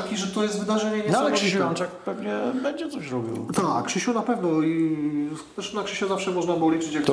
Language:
Polish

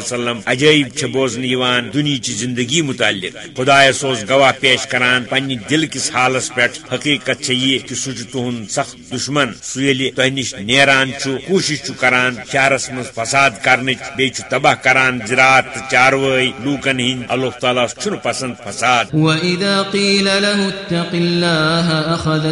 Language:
Kashmiri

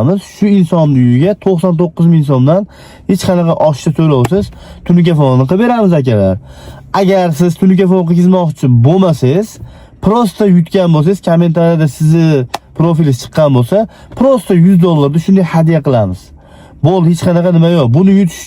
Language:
Uzbek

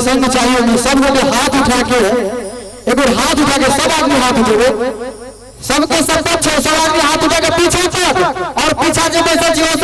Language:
Maithili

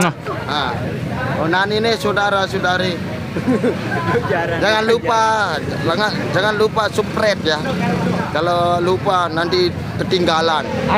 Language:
Sasak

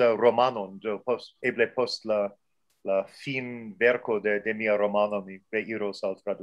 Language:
Esperanto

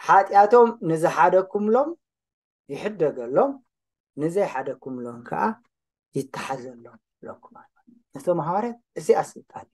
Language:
Tigrinya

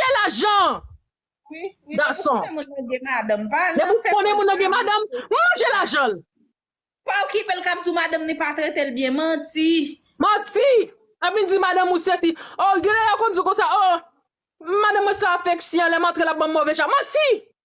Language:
Haitian Creole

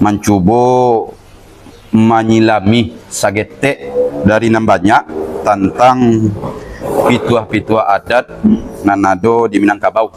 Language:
Minangkabau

